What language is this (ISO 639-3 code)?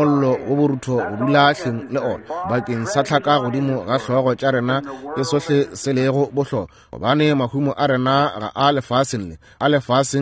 nso